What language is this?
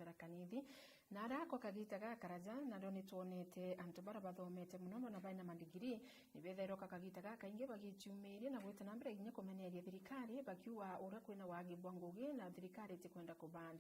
Meru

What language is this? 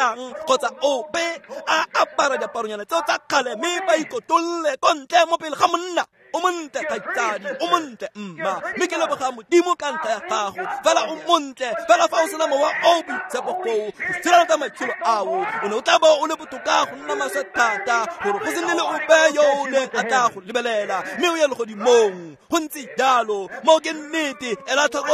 Tswana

